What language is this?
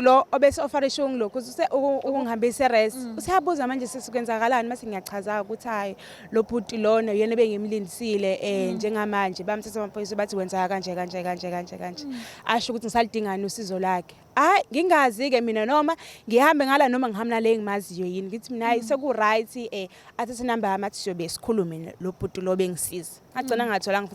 Zulu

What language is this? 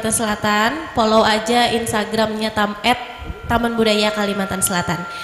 Banjar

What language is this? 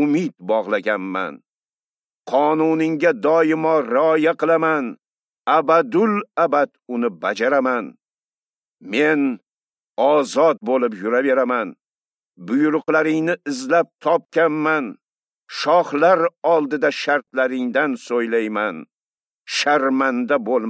Uzbek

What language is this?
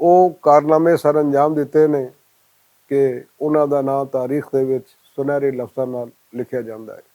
Western Panjabi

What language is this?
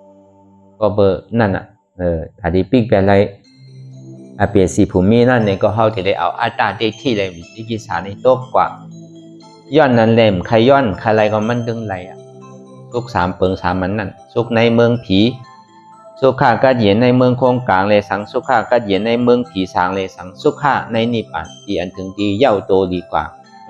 Shan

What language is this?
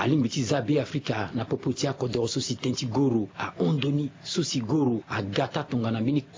Sango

